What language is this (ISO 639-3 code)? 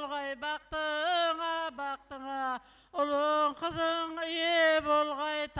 kaa